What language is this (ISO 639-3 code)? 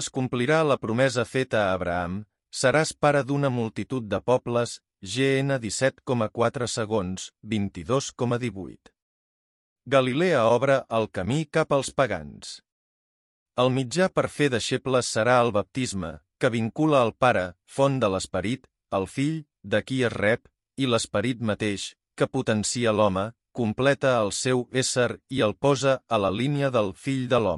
cat